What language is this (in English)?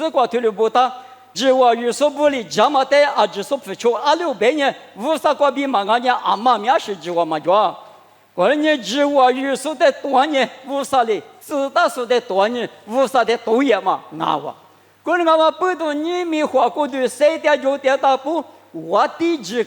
Lisu